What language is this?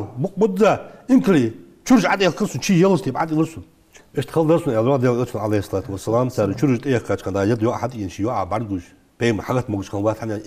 Ingush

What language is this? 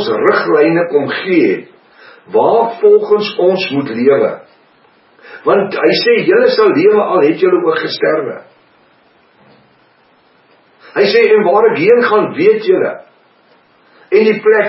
Afrikaans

